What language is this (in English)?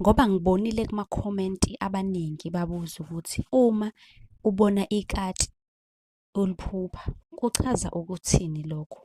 Zulu